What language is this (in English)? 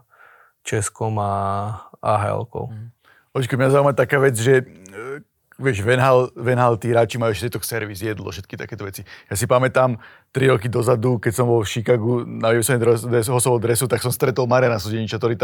Slovak